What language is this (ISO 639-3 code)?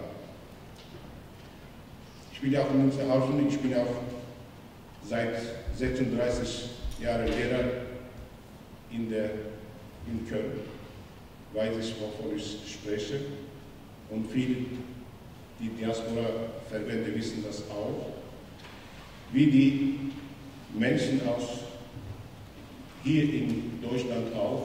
deu